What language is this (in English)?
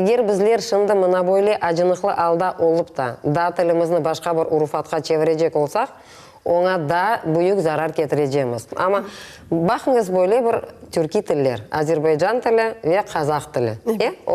Crimean Tatar